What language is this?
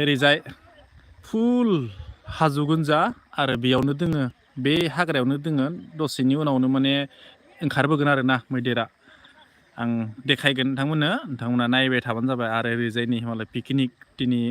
Bodo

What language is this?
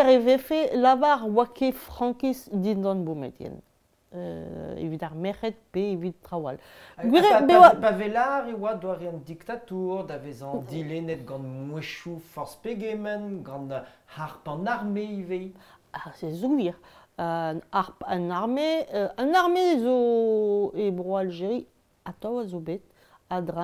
Breton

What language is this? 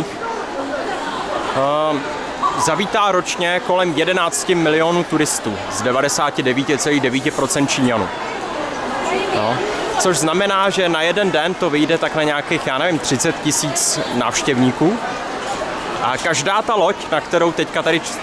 Czech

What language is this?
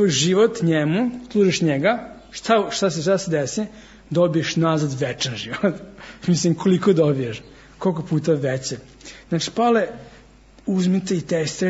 Serbian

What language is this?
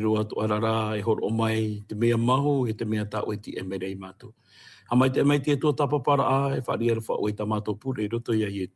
Tahitian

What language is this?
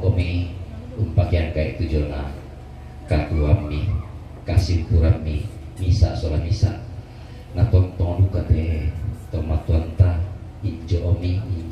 Toraja-Sa'dan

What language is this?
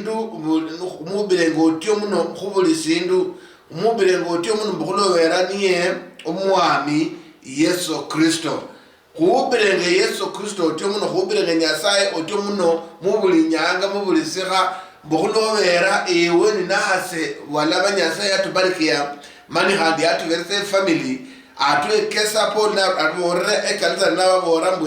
Luyia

